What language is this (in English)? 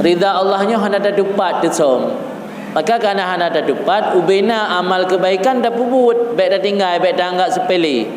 Achinese